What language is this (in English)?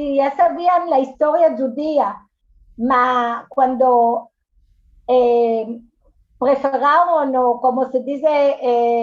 Ladino